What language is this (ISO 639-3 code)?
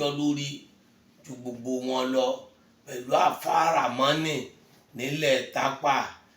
yor